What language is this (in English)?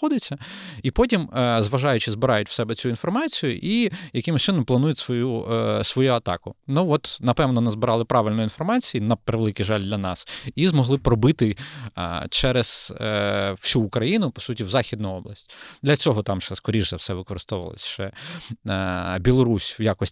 Ukrainian